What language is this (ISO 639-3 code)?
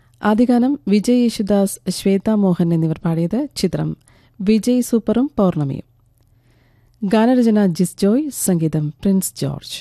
mal